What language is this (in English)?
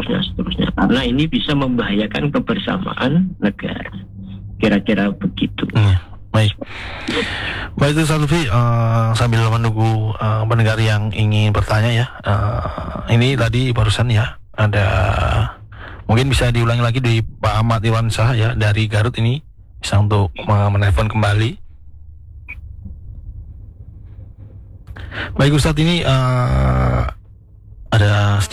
Indonesian